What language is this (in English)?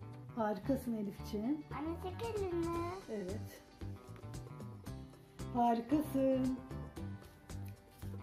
Turkish